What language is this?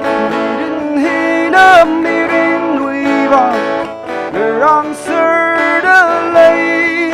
Tangkhul Naga (India)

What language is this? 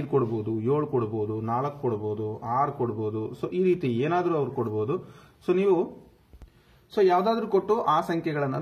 Kannada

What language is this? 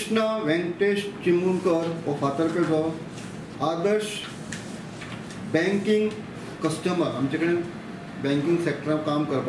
Konkani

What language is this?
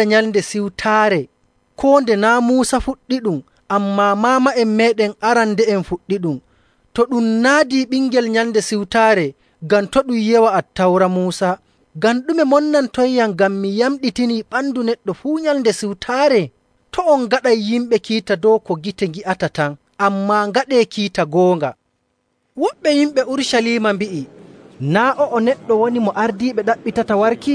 Nigerian Fulfulde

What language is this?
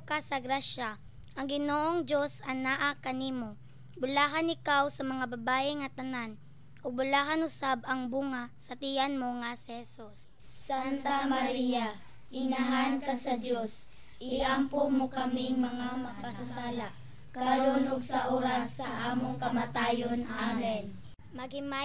Cebuano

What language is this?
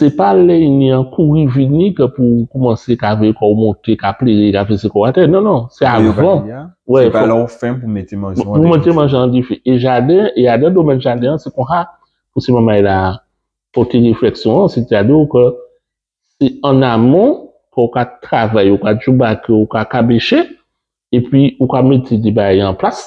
Guadeloupean Creole French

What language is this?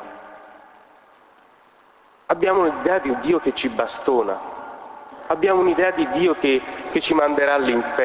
Italian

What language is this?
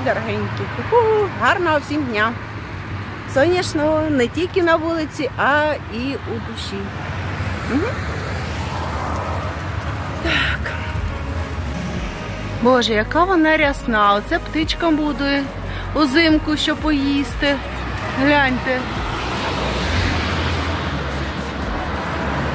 Ukrainian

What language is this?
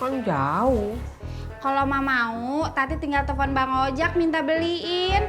Betawi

